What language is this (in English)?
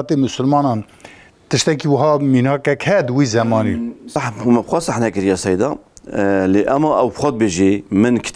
Kurdish